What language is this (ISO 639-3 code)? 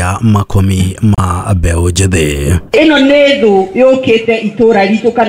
kik